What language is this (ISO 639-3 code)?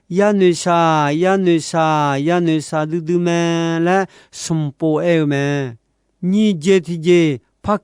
ahk